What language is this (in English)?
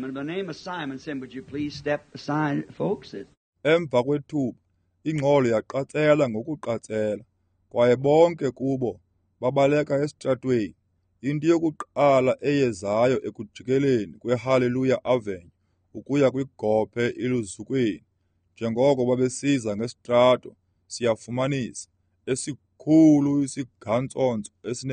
Xhosa